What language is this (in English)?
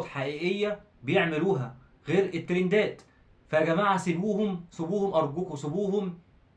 Egyptian Arabic